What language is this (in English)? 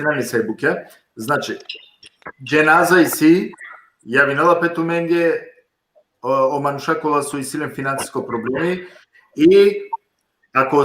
Balkan Romani